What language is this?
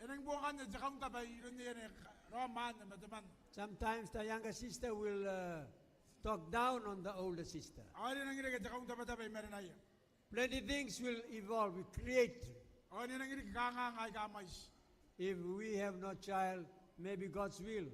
Gilbertese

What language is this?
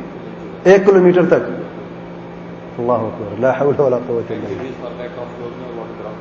Urdu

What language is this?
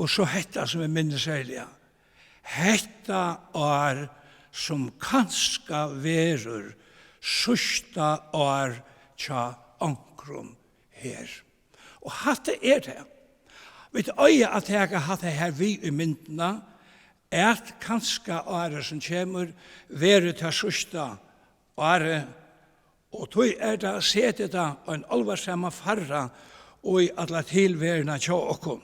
Faroese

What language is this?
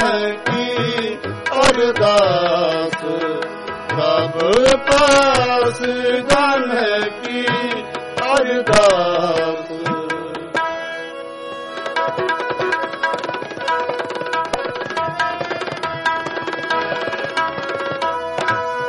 Punjabi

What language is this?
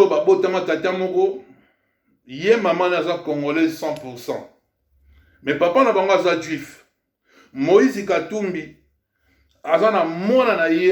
Lingala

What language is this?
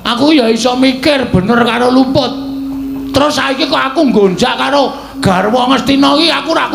Javanese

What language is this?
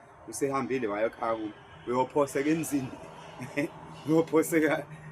Zulu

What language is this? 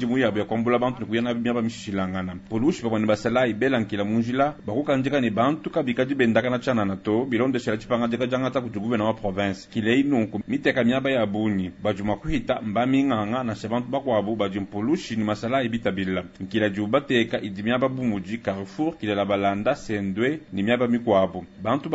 Luba-Lulua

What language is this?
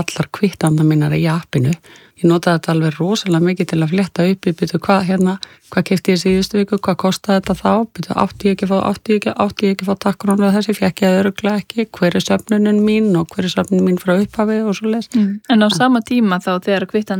Icelandic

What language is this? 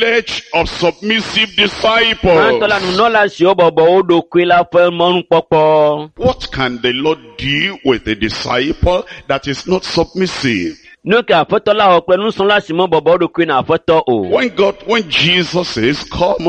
Ewe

